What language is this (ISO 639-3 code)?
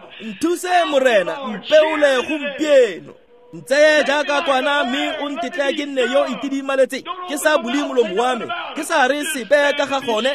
tsn